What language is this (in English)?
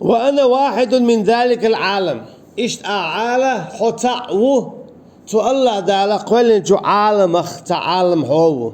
Chechen